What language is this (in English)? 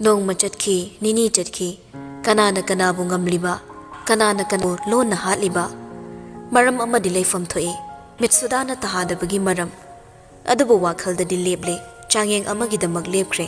Manipuri